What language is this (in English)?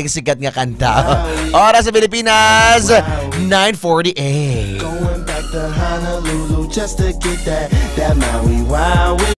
Hiligaynon